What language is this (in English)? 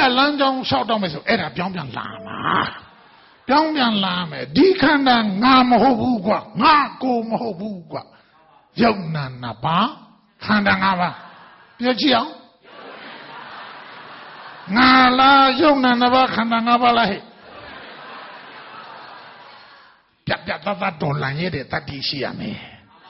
Burmese